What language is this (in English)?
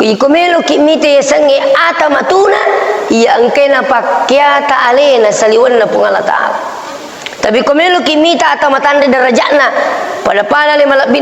Buginese